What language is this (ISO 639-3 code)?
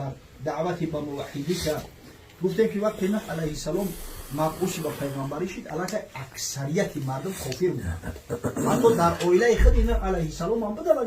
tgk